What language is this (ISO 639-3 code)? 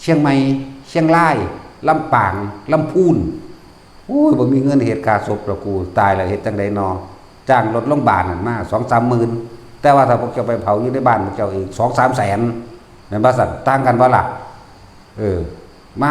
tts